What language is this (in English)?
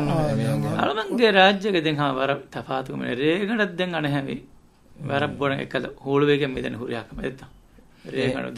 Divehi